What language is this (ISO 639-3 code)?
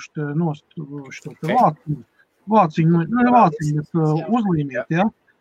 lav